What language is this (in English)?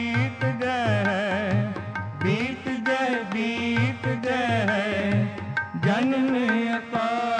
Punjabi